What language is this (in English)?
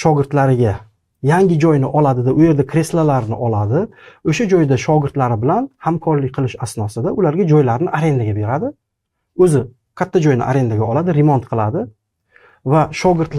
Uzbek